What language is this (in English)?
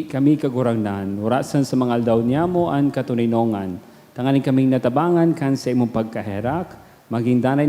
Bikol